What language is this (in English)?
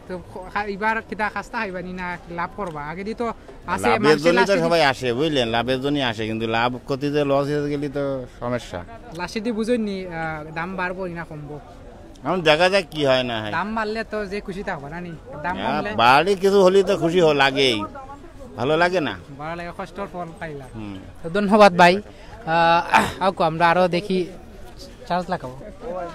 Sylheti